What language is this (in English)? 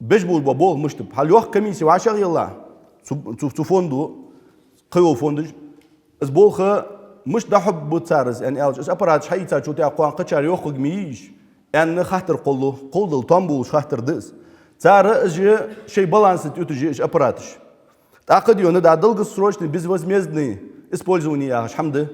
Ingush